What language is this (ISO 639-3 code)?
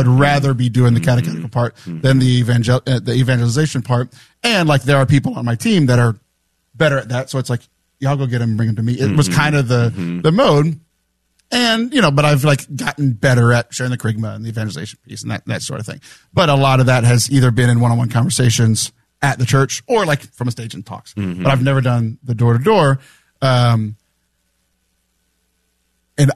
eng